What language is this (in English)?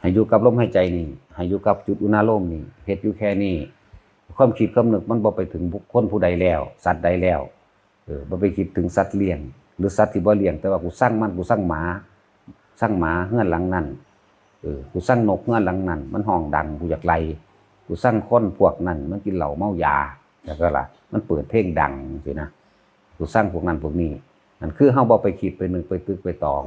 Northeastern Thai